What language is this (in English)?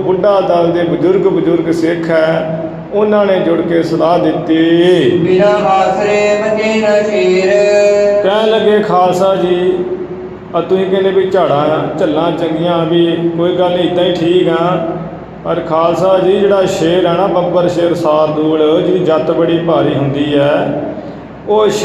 Punjabi